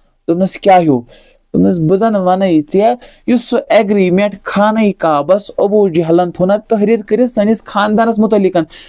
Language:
Kashmiri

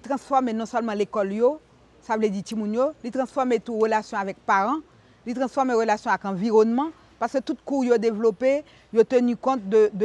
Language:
Haitian Creole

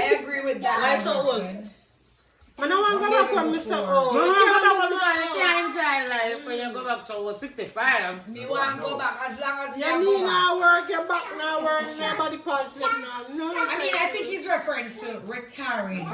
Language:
Jamaican Creole English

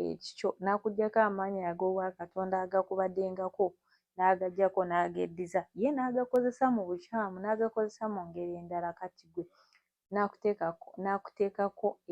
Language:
Ganda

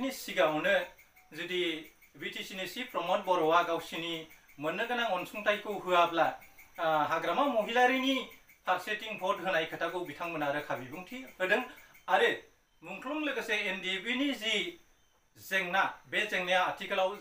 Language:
Bodo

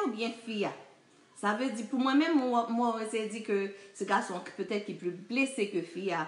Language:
Haitian Creole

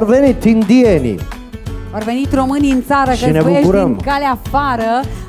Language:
Romanian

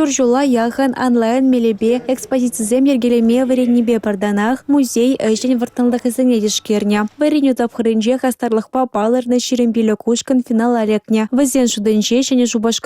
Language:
Chuvash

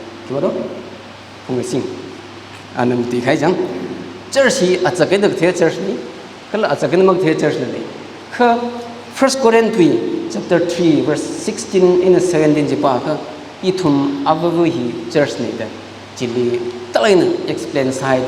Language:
Tangkhul Naga (India)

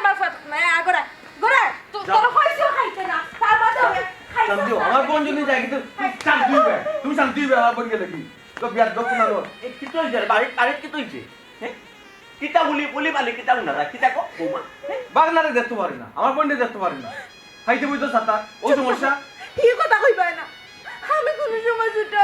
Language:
Sylheti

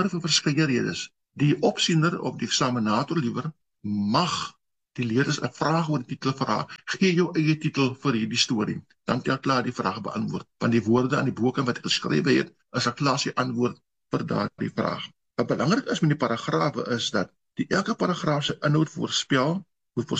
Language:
Afrikaans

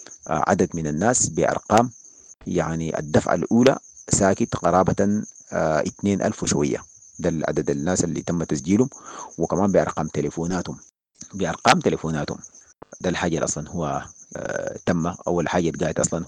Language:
Sudanese Arabic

